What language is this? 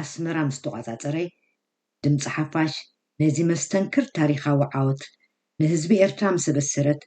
Tigrinya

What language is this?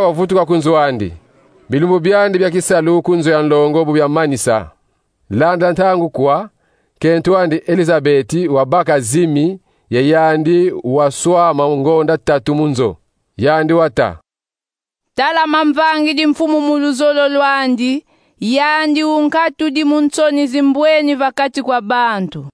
Kongo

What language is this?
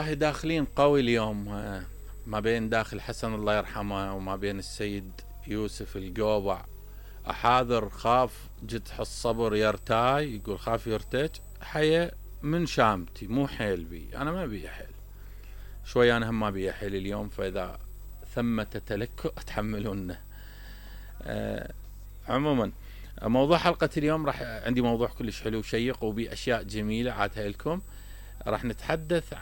Mesopotamian Arabic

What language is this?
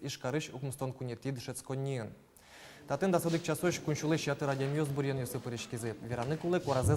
Udmurt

